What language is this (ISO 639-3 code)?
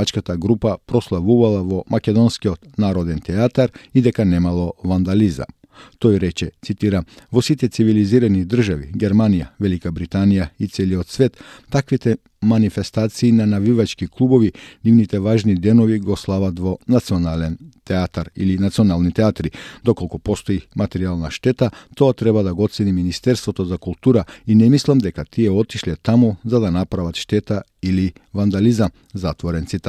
mkd